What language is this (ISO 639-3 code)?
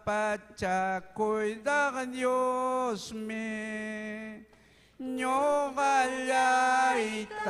quy